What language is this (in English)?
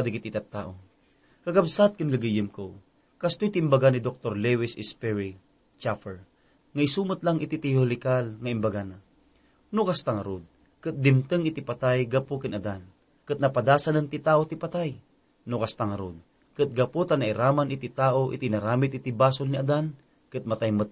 Iloko